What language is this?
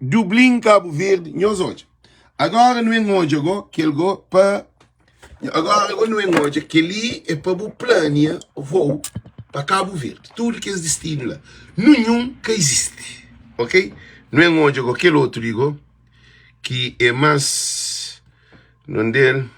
Kabuverdianu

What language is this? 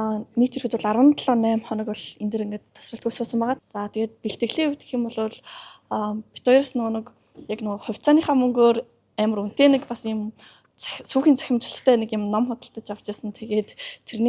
Mongolian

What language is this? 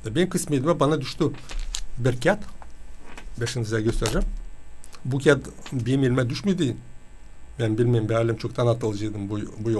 Gagauz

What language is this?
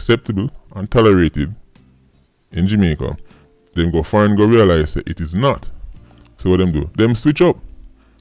Jamaican Creole English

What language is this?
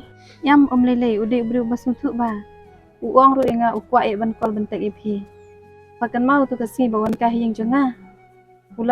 Khasi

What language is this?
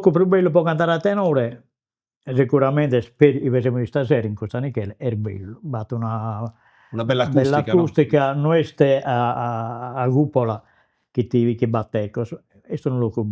Sardinian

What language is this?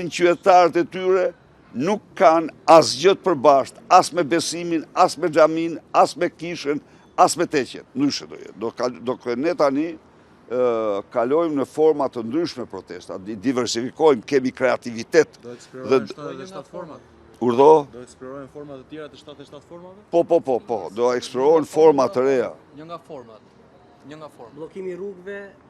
Albanian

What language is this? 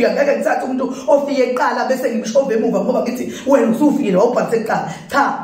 Zulu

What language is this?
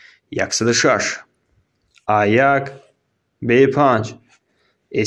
Tajik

